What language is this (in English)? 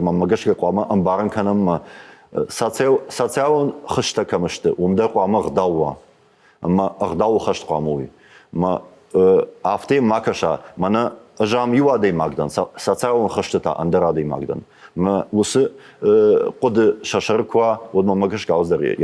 Ossetic